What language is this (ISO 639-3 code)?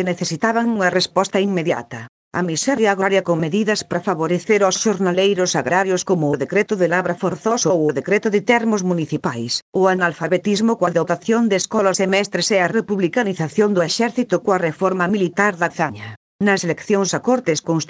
glg